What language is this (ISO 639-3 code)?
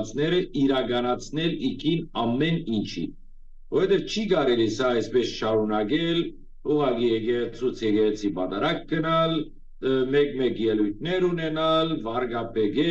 hyw